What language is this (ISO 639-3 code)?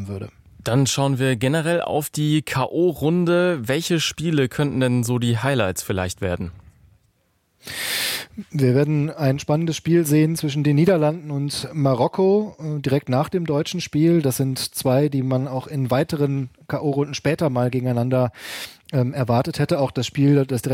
deu